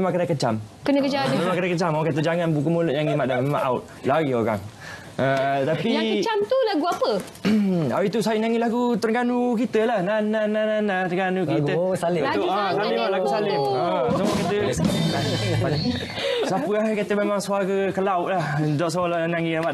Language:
Malay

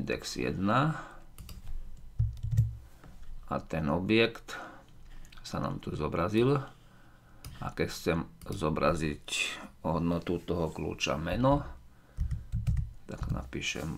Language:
Slovak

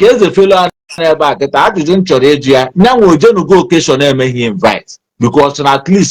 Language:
Igbo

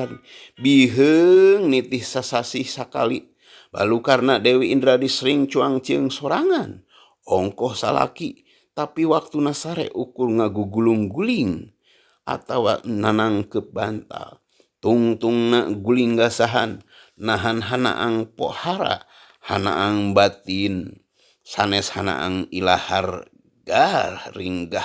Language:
Sundanese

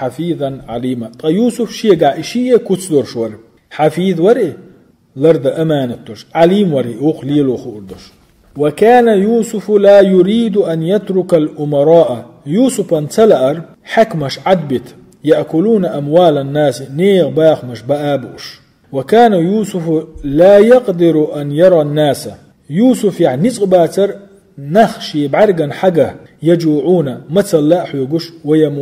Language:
Chechen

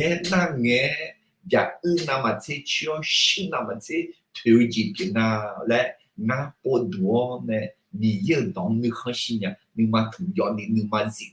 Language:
Akha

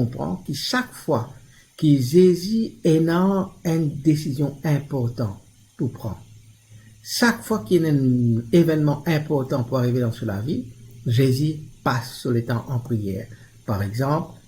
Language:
Morisyen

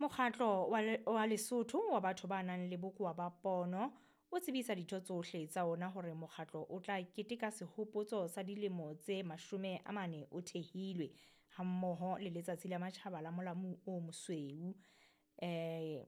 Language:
Southern Sotho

